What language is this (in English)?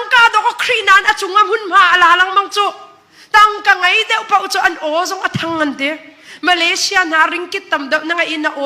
Hakha Chin